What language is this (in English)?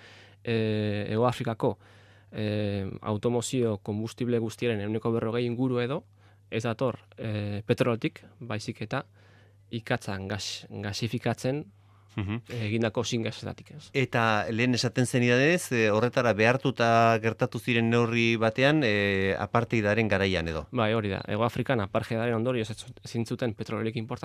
Basque